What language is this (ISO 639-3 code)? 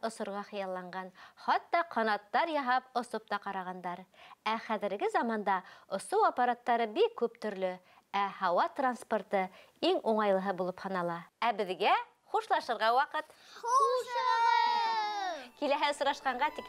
bak